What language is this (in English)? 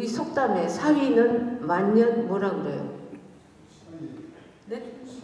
Korean